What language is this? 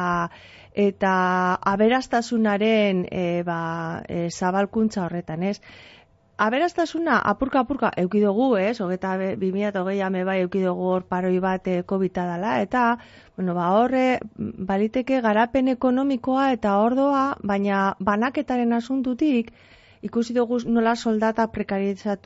Basque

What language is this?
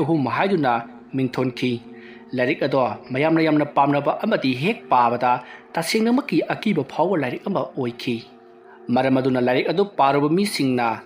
Manipuri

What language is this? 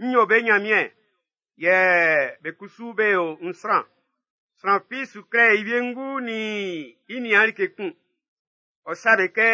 Baoulé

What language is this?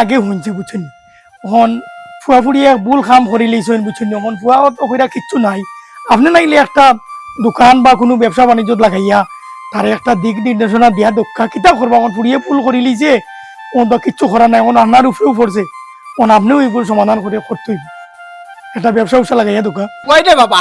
Sylheti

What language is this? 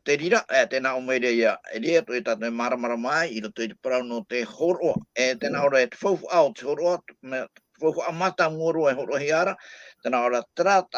Tahitian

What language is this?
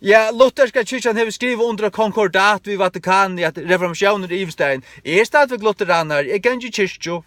Faroese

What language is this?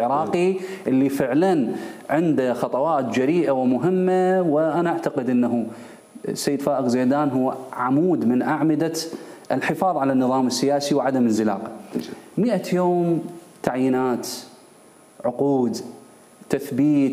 Mesopotamian Arabic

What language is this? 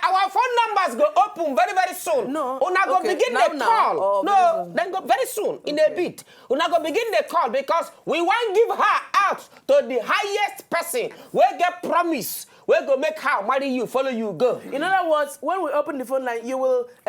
Nigerian Pidgin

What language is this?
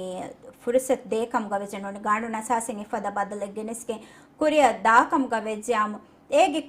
Divehi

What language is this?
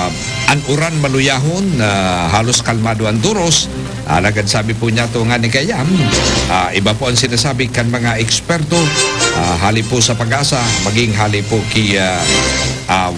Bikol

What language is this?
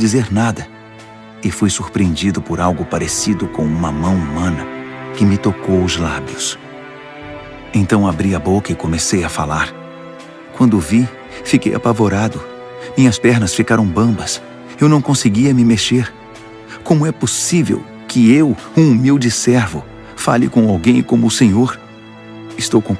Portuguese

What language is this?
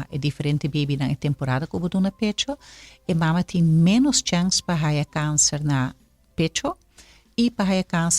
Papiamento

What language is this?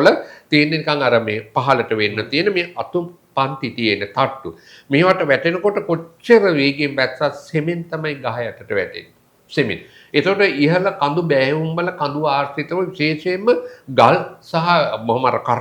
Sinhala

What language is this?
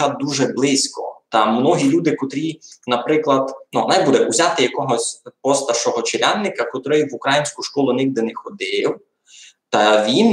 Rusyn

